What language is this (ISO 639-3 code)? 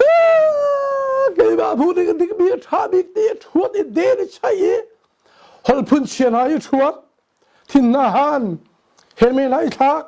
cnh